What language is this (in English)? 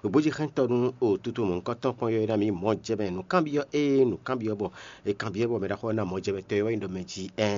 Fon